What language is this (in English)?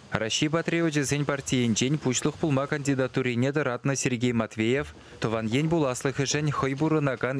Chuvash